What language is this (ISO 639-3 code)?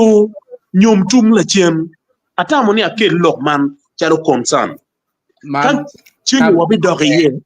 ach